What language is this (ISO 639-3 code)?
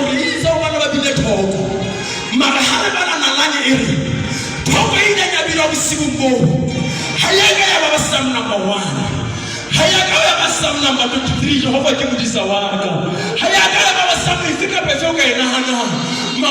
sot